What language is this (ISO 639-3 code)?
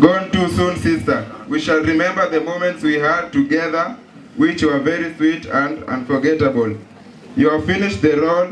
guz